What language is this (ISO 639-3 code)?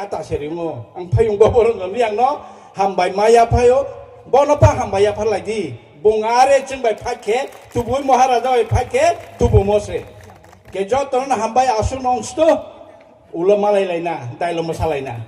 ria